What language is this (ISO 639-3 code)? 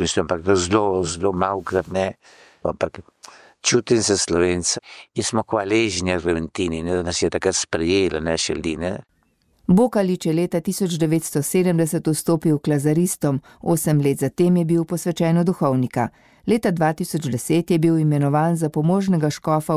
slv